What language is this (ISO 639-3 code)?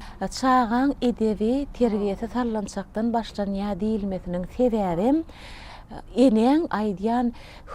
tuk